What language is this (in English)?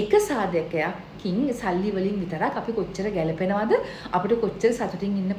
Sinhala